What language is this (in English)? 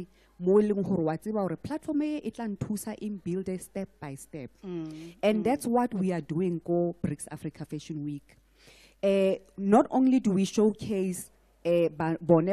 Southern Sotho